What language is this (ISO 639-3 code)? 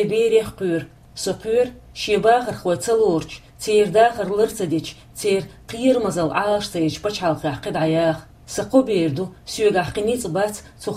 che